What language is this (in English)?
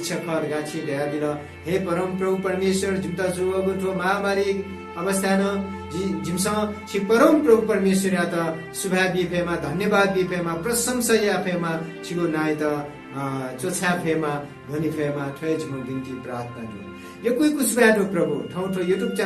Newari